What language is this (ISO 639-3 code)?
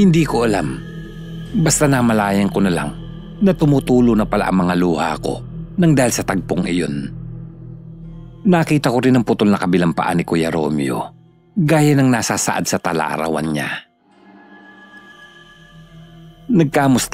fil